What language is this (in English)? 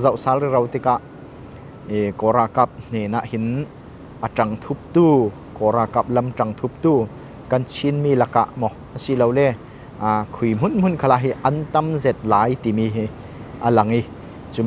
Falam Chin